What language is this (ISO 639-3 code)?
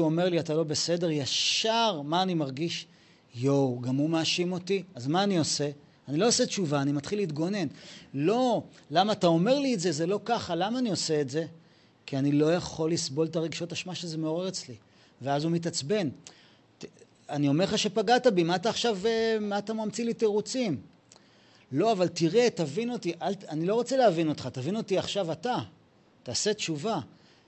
heb